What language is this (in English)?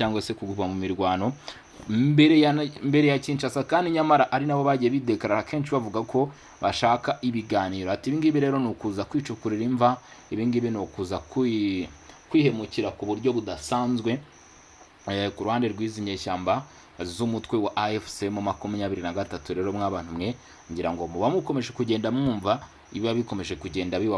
Kinyarwanda